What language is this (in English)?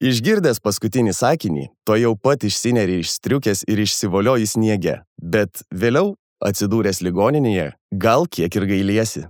Lithuanian